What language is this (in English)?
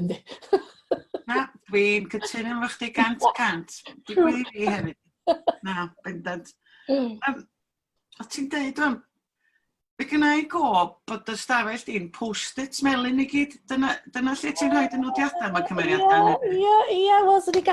Welsh